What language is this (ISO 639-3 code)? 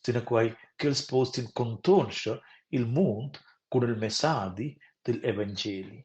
roh